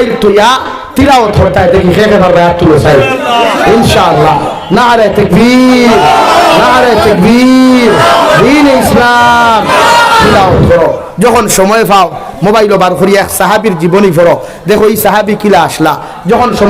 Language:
Sylheti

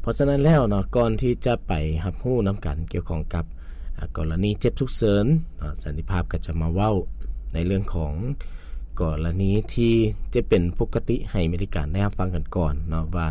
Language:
Lao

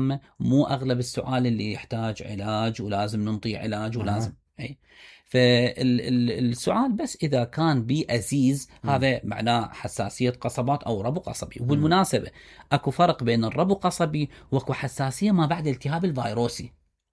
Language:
Mesopotamian Arabic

